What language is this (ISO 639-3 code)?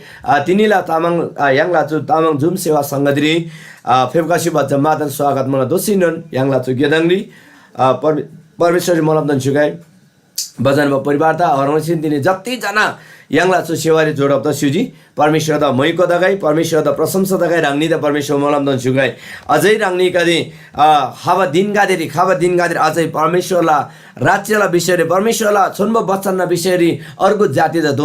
taj